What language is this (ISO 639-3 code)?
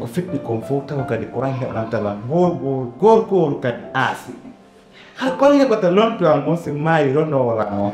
ful